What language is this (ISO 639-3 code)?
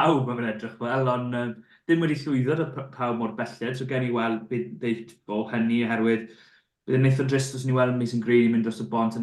cym